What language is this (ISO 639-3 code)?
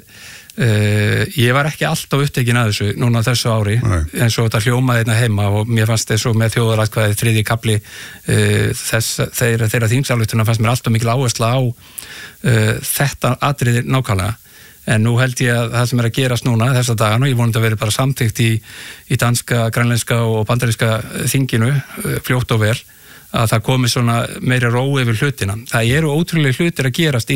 isl